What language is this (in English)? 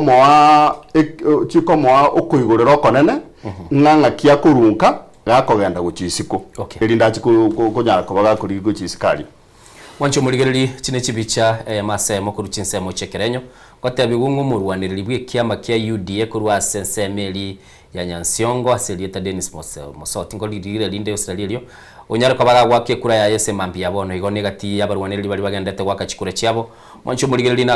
Gusii